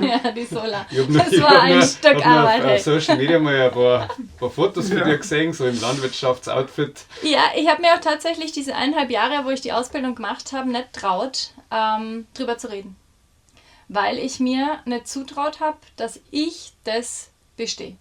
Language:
Bavarian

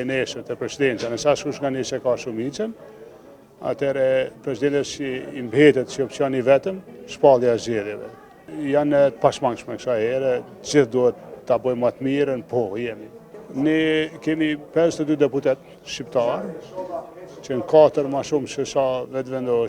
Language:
Albanian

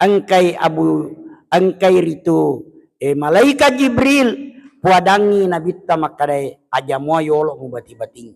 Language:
Buginese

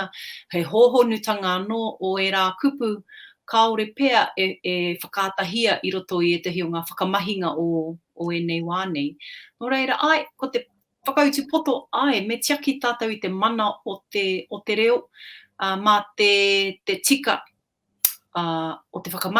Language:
Māori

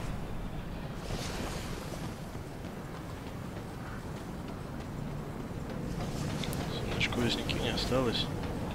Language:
Russian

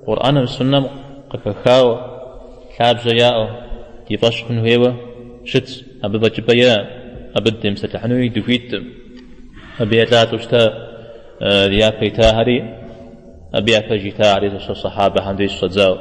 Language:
Kabardian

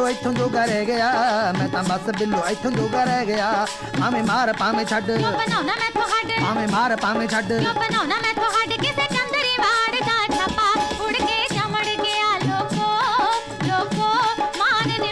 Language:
Punjabi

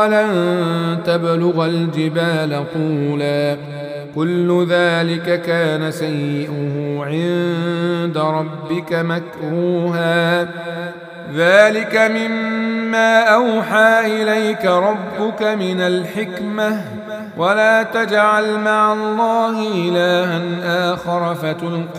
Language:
Arabic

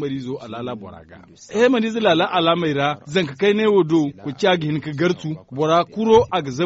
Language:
Zarma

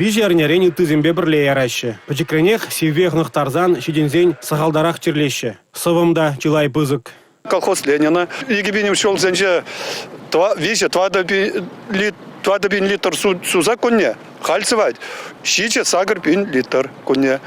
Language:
Chuvash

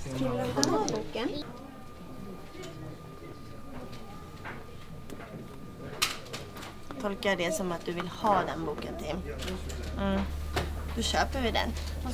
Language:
Swedish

